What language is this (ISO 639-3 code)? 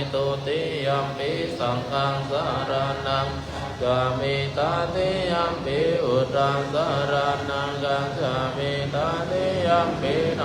pli